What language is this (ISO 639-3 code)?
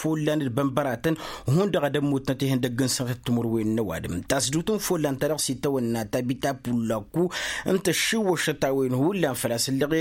taq